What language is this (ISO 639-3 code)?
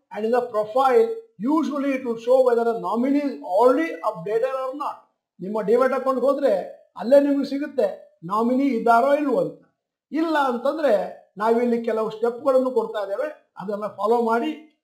kan